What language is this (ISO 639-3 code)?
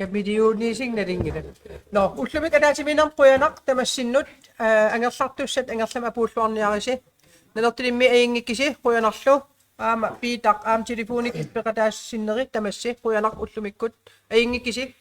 kal